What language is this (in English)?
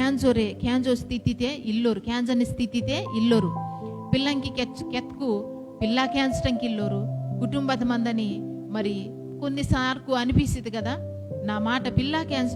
Koya